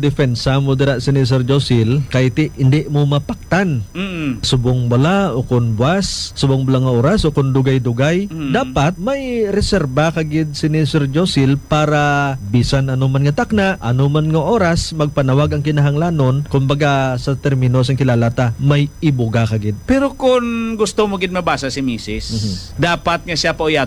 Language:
Hiligaynon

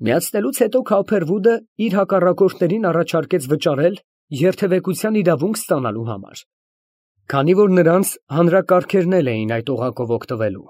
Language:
Armenian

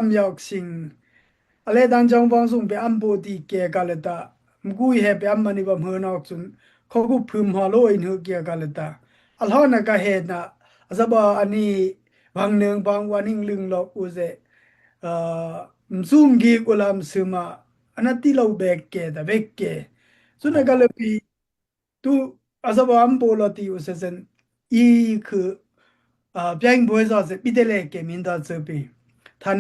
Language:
Daai Chin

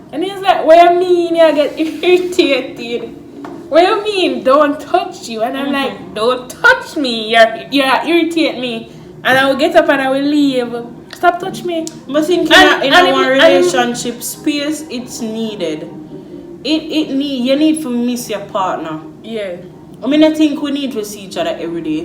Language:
Jamaican Creole English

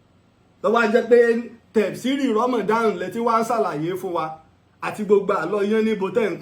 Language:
Yoruba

